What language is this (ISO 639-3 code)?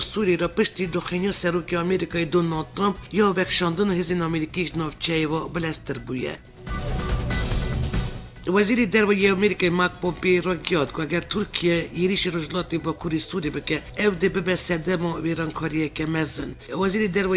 kur